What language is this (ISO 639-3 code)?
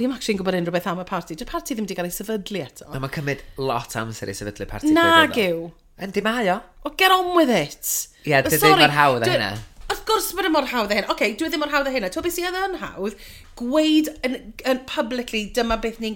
cym